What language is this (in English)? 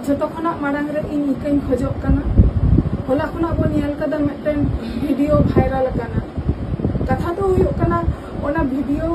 Santali